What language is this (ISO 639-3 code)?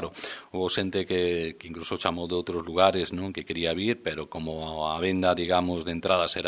glg